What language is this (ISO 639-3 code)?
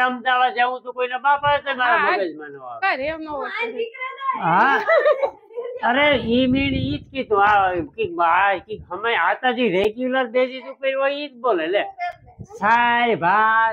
guj